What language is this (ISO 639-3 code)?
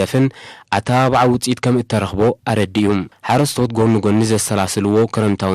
tir